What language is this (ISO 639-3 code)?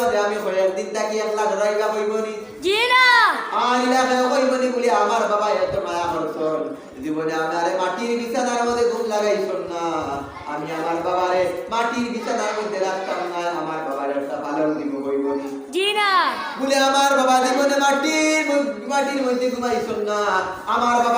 syl